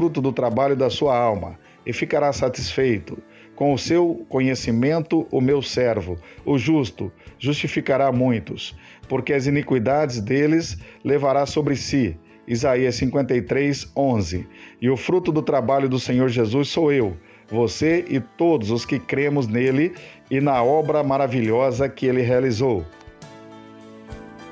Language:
Portuguese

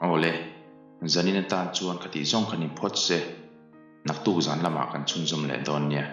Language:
Mizo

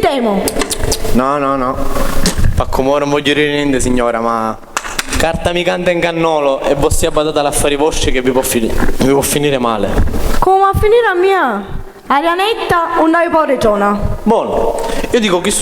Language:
Sicilian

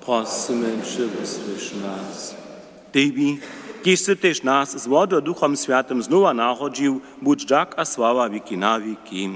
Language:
Upper Sorbian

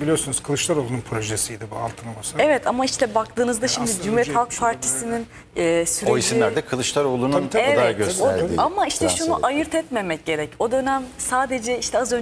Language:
Turkish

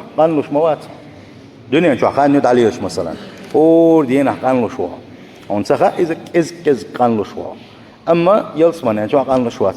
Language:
Chechen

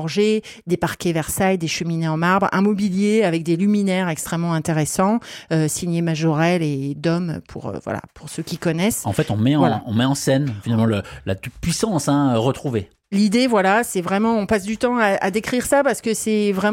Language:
French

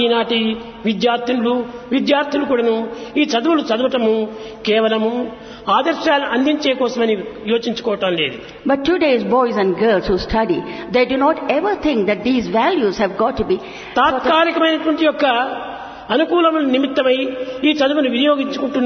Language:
Telugu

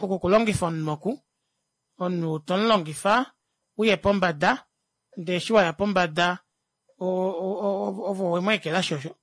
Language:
Kuanyama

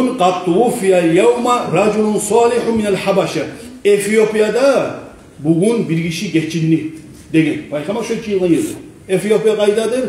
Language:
Kumyk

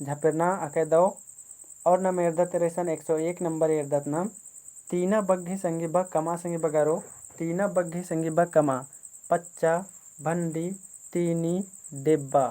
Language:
Kurukh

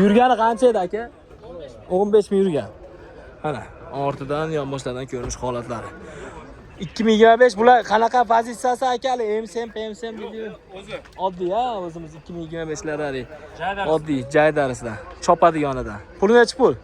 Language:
Uzbek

